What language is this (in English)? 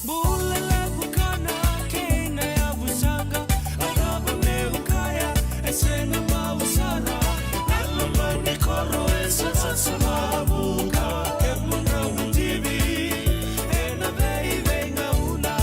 Fijian